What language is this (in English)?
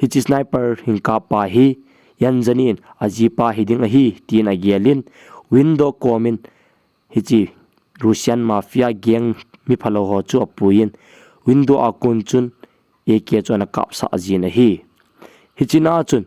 Thado Chin